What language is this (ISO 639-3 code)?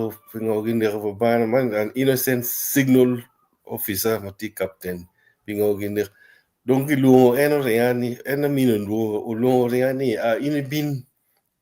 ach